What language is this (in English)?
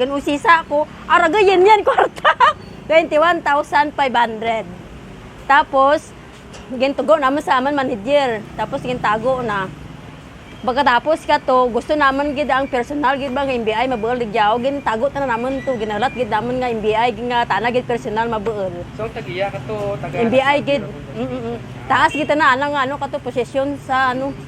Kinaray-a